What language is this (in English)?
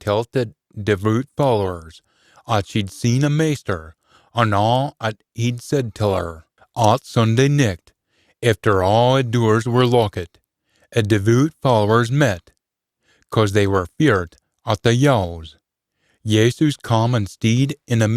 Scots